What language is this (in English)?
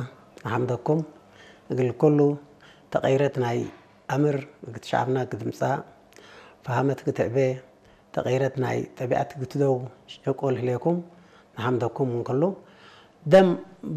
Tigre